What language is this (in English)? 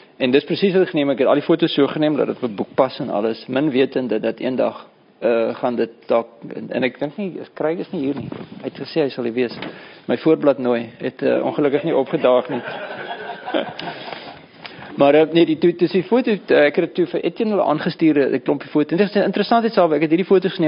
Afrikaans